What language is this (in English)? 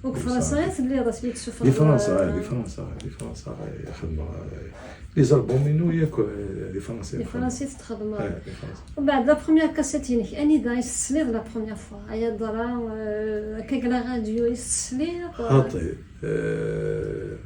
Kabyle